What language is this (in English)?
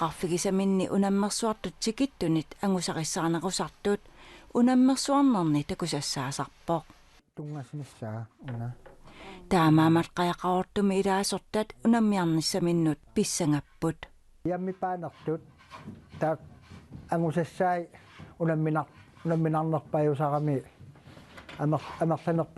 Kalaallisut